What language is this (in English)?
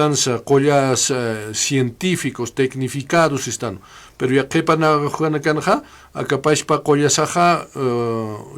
Aymara